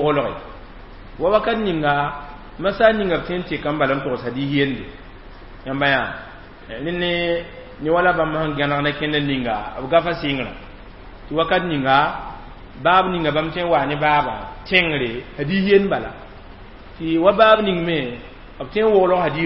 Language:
Mossi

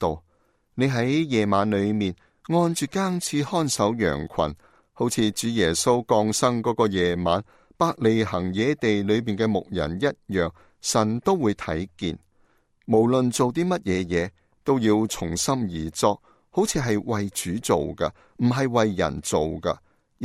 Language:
Cantonese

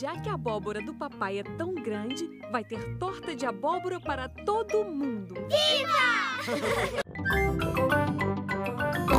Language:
Portuguese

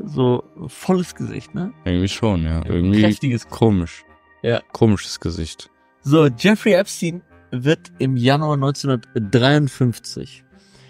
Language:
German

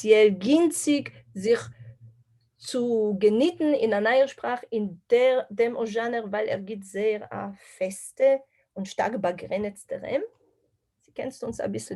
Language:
Yiddish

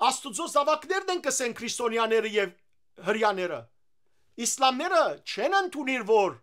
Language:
Western Armenian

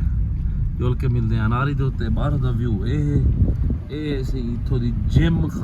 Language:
Saraiki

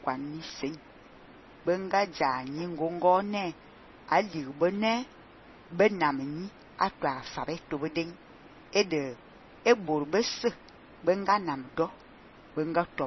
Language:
Fang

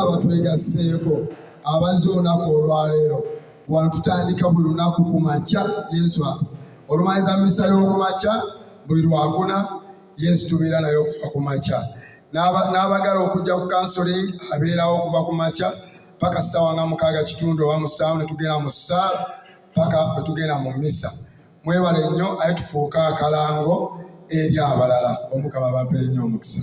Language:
Ganda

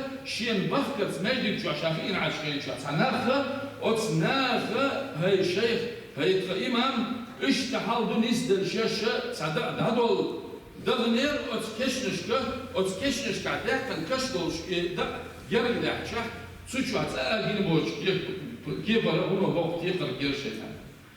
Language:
Chechen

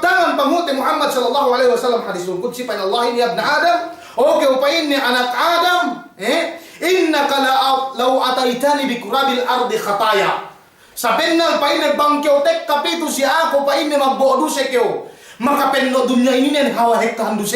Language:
Yakan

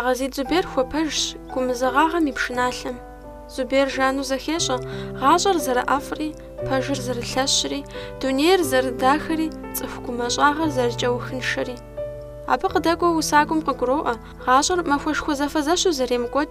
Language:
Kabardian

